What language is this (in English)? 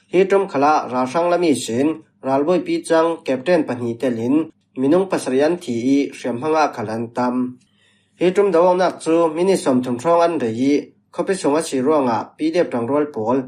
Falam Chin